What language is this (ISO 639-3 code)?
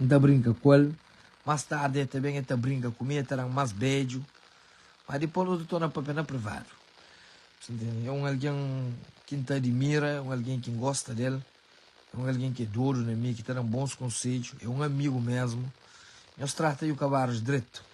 kea